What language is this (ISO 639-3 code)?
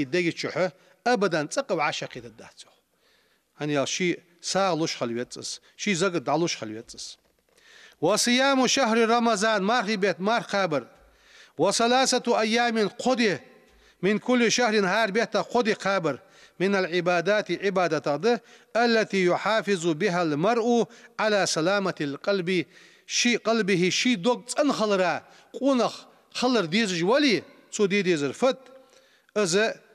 inh